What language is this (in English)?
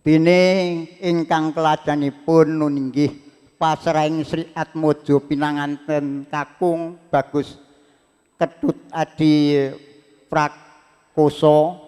Javanese